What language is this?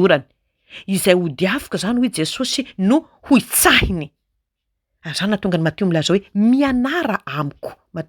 Malagasy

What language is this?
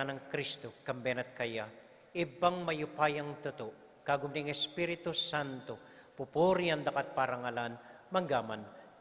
Pampanga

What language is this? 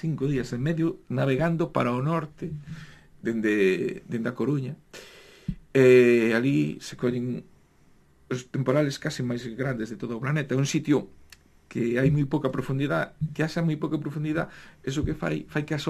Galician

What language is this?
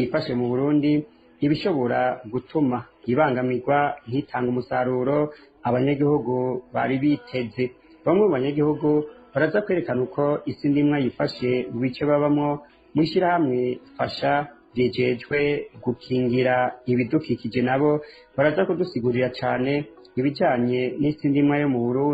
Rundi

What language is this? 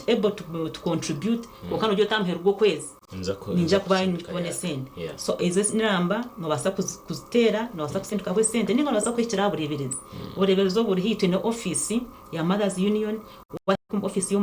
Nyankole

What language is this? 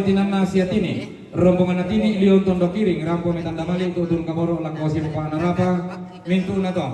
Toraja-Sa'dan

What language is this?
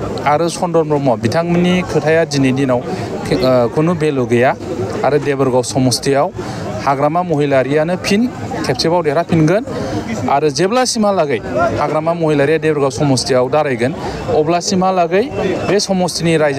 Bodo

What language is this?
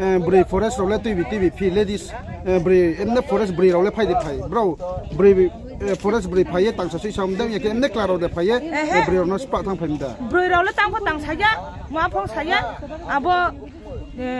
Riang (India)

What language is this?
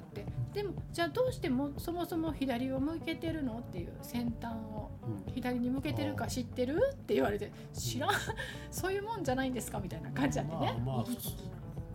Japanese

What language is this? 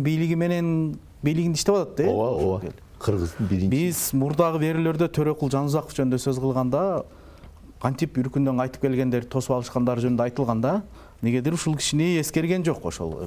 Kyrgyz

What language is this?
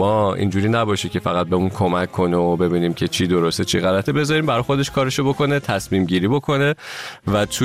Persian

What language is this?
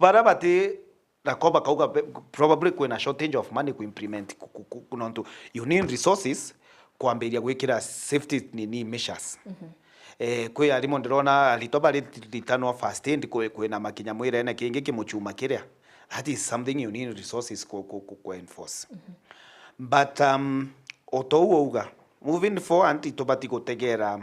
Meru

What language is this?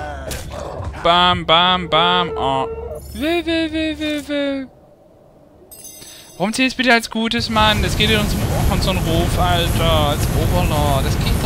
German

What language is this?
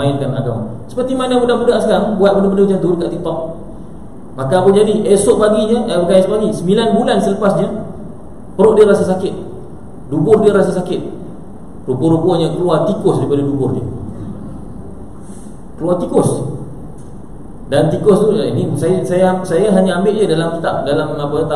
Malay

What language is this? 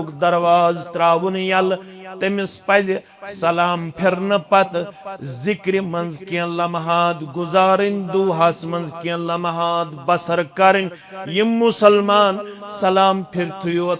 Kashmiri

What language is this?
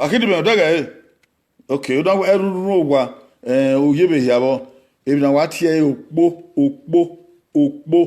Bini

